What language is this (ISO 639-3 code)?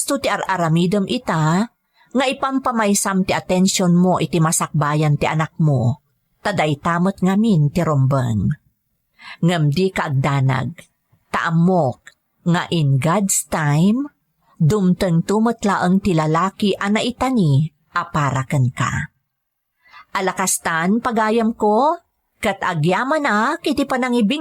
ilo